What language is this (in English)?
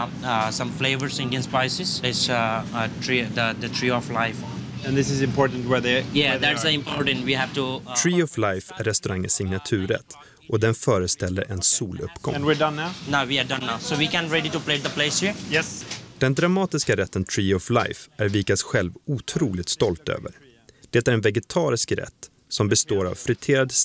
Swedish